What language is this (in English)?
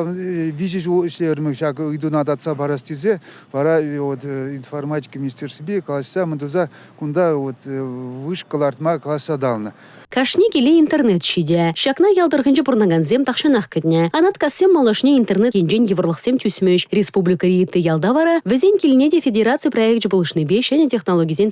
Chuvash